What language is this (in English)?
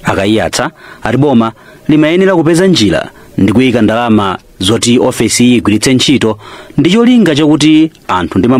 Nyanja